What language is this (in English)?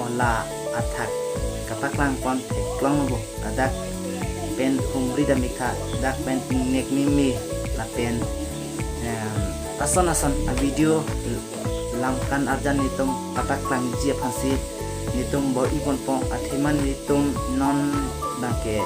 Karbi